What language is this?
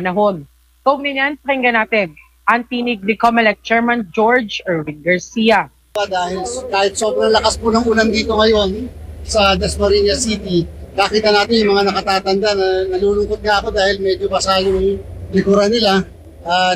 Filipino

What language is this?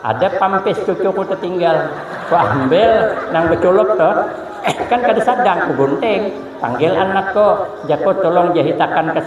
Banjar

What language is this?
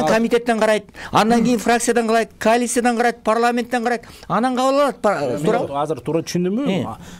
Kyrgyz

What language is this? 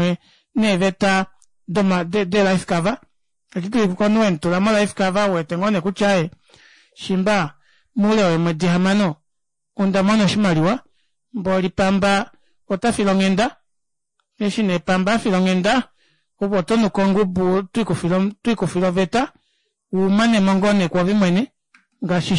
Kuanyama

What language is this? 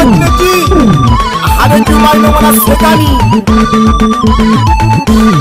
Swahili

